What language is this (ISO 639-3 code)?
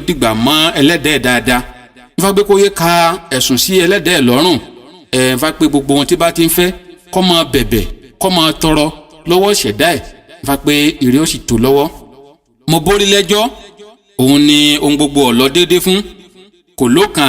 yor